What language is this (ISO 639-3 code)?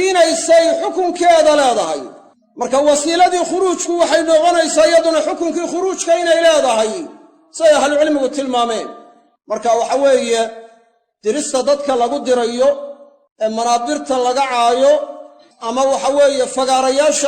som